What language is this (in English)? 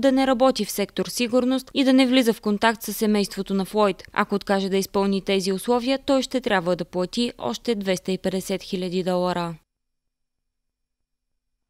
Bulgarian